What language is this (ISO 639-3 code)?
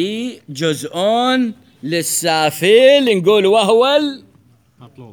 acm